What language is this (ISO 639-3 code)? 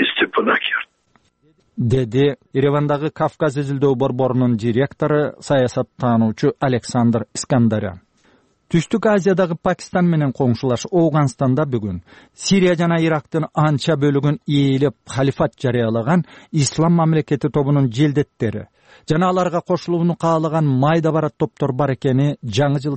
kir